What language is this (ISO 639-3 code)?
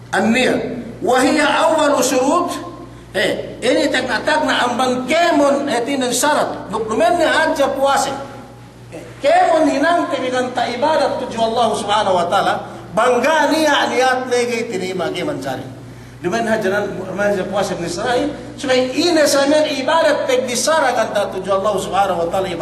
yka